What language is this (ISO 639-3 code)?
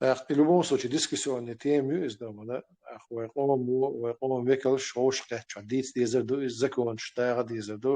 che